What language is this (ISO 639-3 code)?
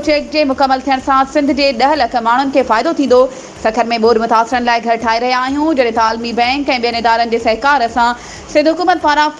snd